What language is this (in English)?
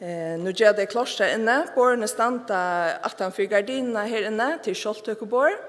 Faroese